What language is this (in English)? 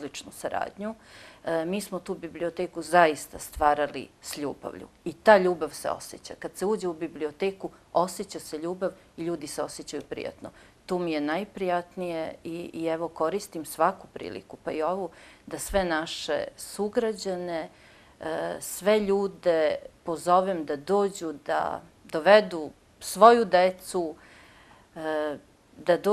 Serbian